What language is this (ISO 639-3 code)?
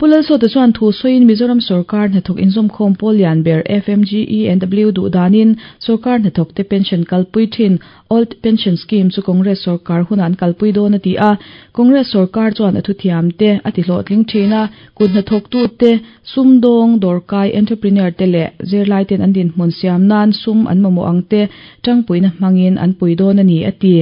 lus